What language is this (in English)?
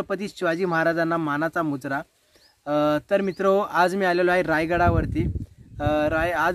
Marathi